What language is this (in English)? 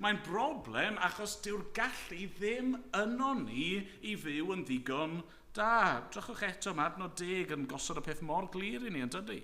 Welsh